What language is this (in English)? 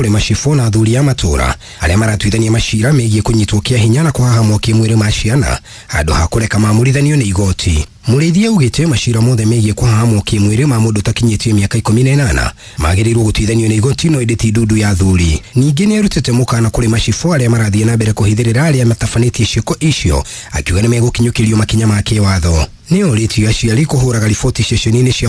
Kikuyu